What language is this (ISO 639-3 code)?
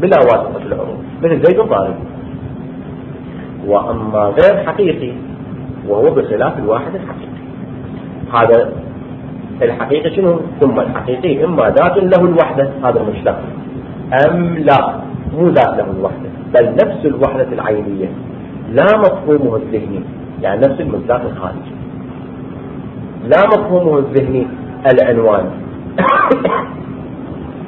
ara